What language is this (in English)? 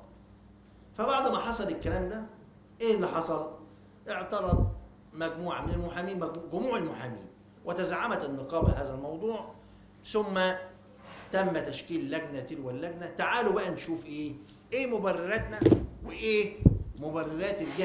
Egyptian Arabic